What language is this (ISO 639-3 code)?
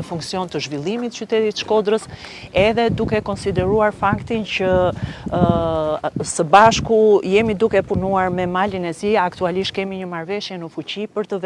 sqi